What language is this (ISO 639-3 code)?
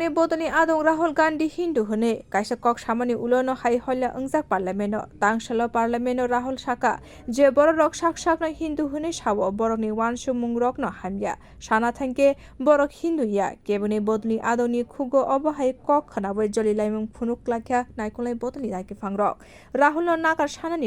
trp